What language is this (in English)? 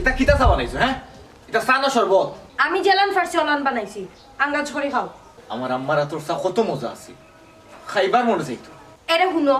Sylheti